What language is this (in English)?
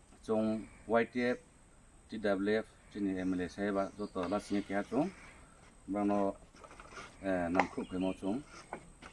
Kok Borok